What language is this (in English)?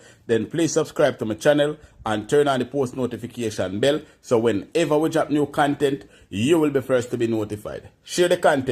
Jamaican Creole English